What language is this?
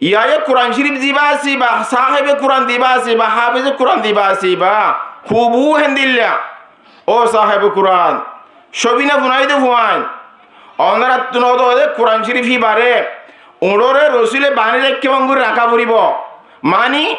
Rohingya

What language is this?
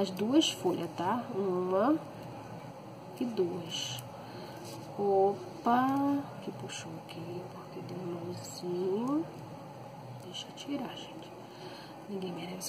Portuguese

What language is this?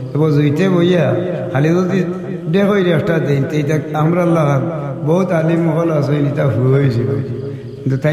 Sylheti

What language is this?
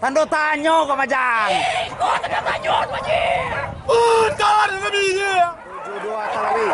Minangkabau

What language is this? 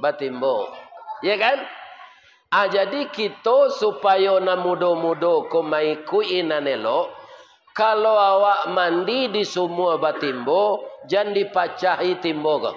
Minangkabau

